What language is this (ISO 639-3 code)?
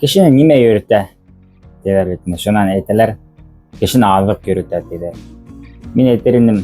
bak